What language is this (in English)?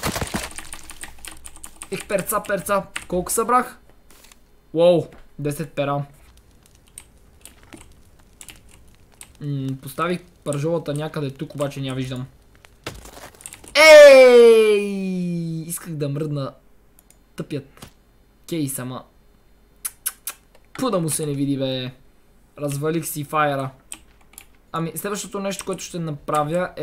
Bulgarian